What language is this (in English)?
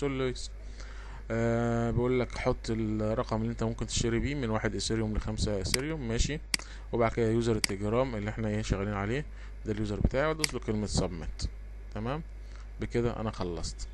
Egyptian Arabic